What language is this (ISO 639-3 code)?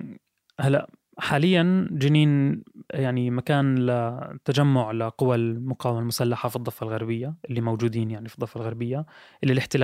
apc